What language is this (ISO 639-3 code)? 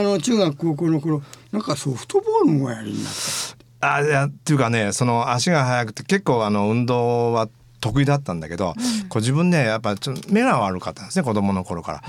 jpn